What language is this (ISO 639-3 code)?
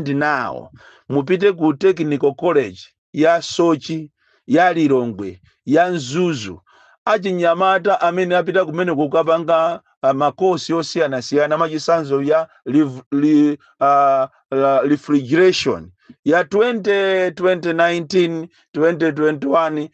nya